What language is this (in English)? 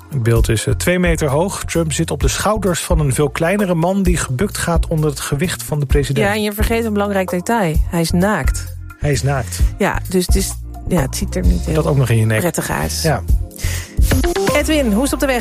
Dutch